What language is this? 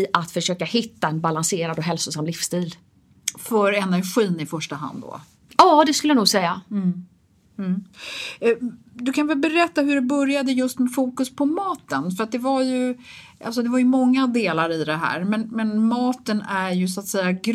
Swedish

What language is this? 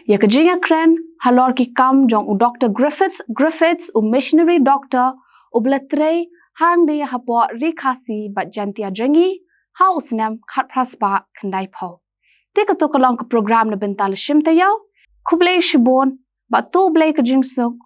Khasi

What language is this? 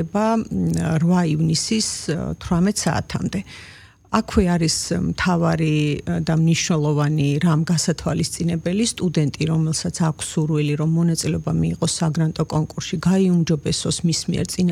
Georgian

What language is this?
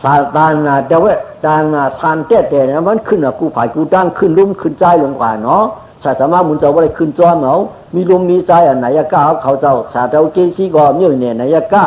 Shan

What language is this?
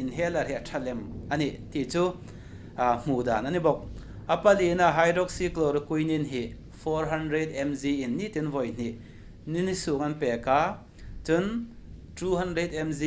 Hmar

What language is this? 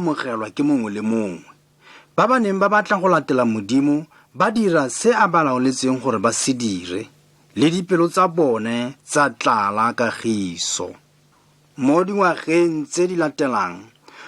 Tswana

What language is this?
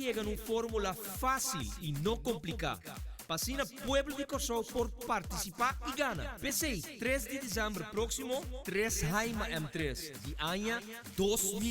Papiamento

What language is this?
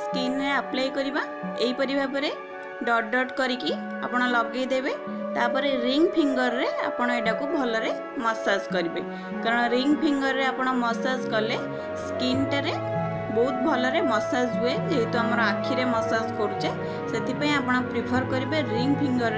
Odia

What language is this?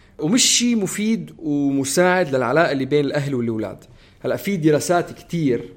North Levantine Arabic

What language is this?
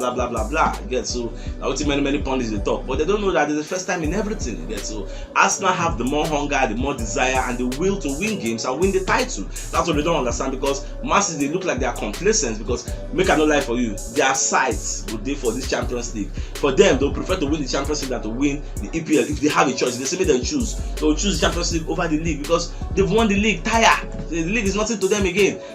Nigerian Pidgin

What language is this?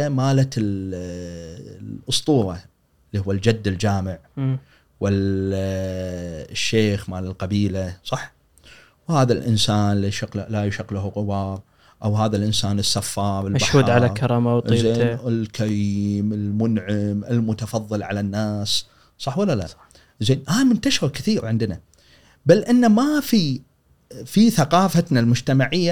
Gulf Arabic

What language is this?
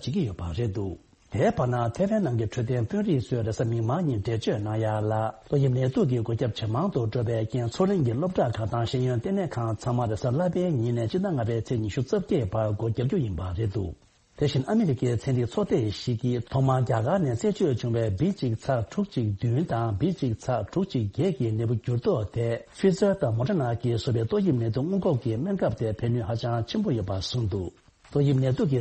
Tibetan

